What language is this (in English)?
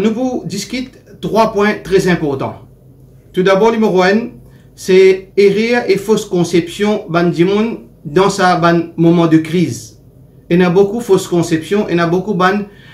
Morisyen